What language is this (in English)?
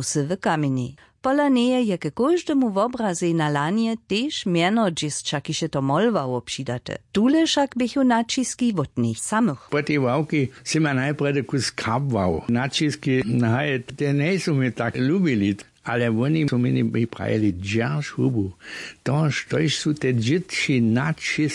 Upper Sorbian